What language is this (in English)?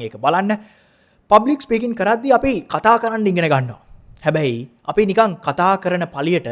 Sinhala